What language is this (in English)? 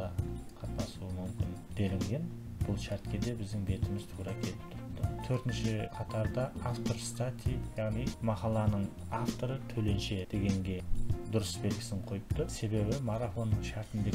Kara-Kalpak